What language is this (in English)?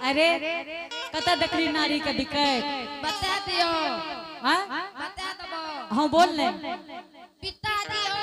Angika